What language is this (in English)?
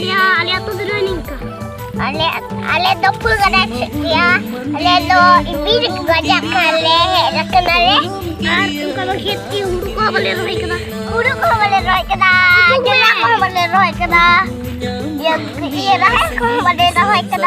Santali